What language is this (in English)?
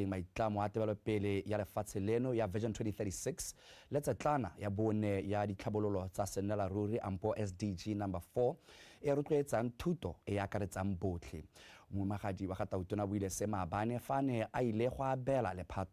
Tswana